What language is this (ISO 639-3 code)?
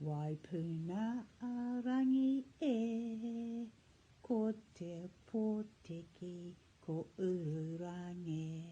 mri